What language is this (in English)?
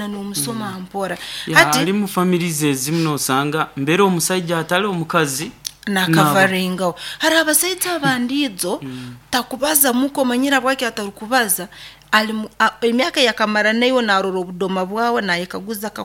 Nyoro